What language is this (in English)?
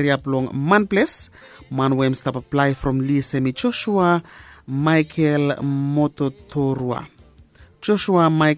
Bislama